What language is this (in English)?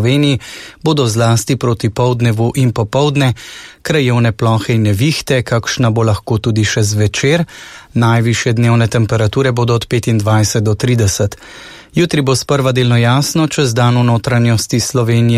Slovenian